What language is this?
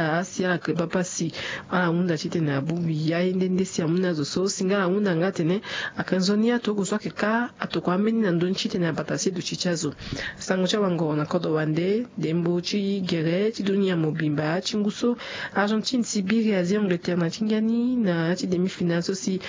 Sango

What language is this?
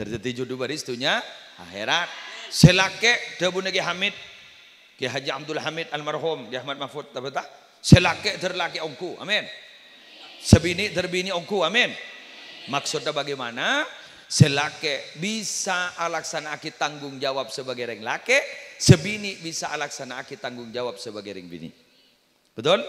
Madurese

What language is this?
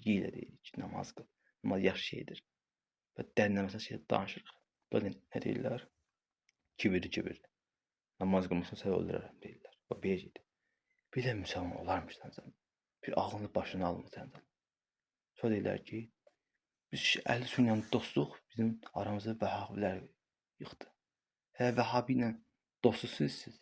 Azerbaijani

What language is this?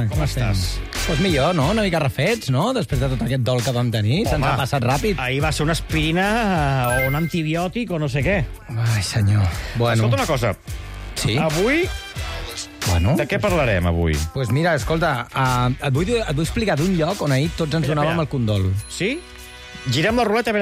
Catalan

